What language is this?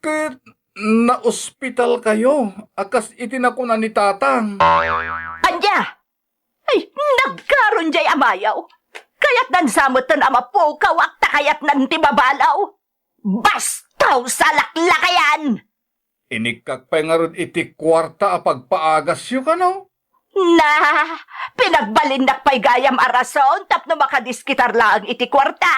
Iloko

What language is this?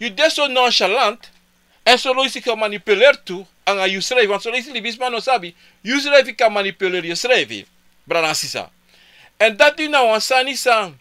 Sranan Tongo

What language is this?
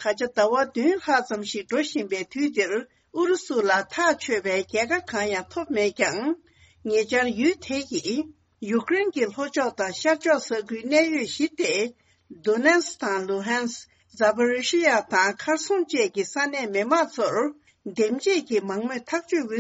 Tibetan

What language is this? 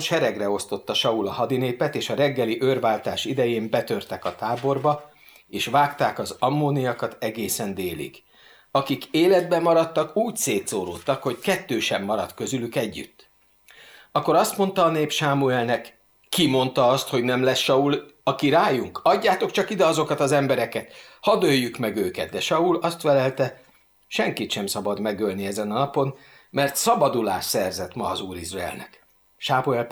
Hungarian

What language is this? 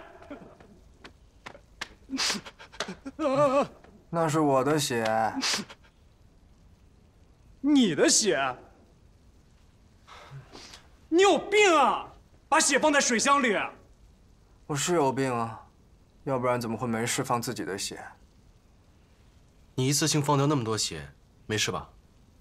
Chinese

